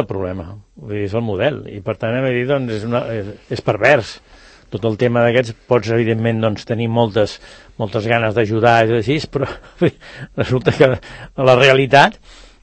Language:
Catalan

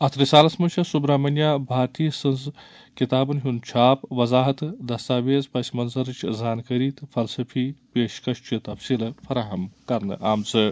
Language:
Kashmiri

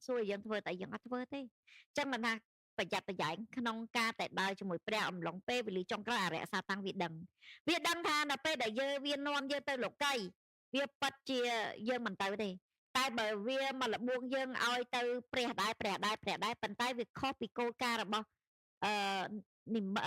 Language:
Khmer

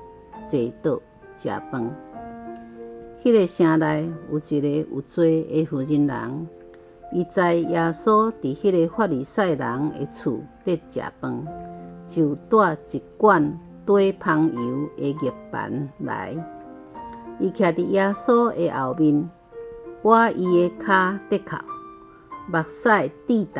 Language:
Min Nan Chinese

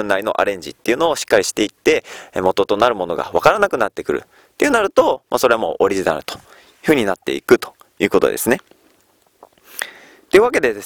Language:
Japanese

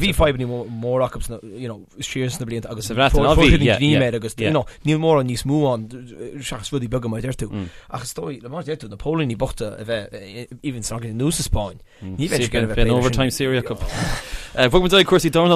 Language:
Irish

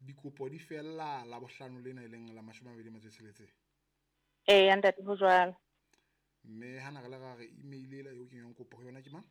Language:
Southern Sotho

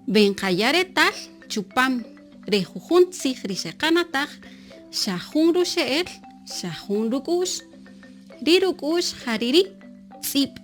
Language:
Kaqchikel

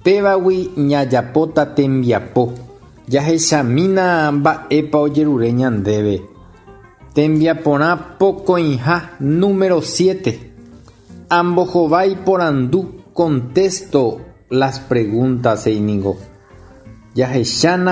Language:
Guarani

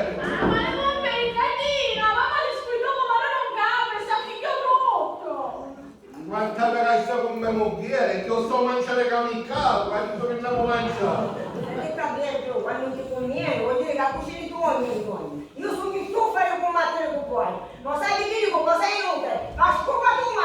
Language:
Sicilian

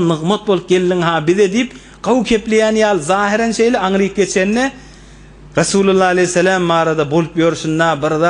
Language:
Turkmen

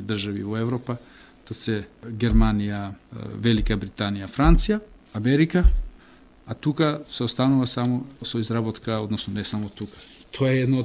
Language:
Macedonian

